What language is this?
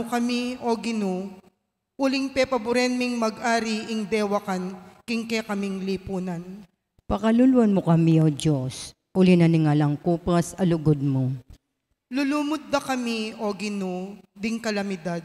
Pampanga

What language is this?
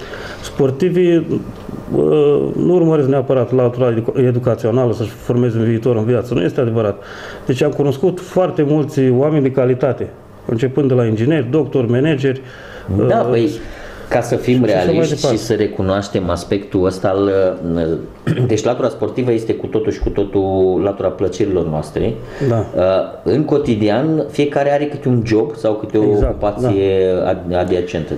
Romanian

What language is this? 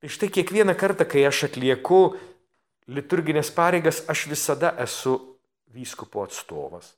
Lithuanian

